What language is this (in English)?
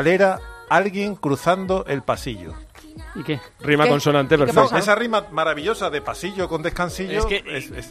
Spanish